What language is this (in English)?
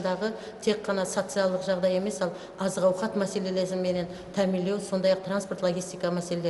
Kara-Kalpak